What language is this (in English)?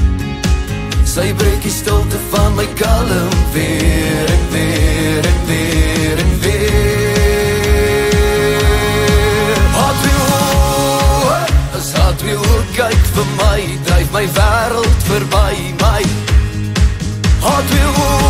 Afrikaans